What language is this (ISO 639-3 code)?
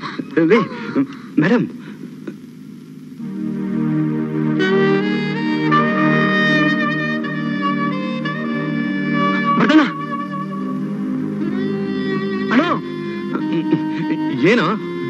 kan